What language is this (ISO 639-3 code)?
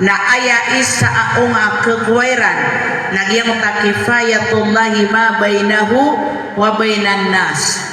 mrw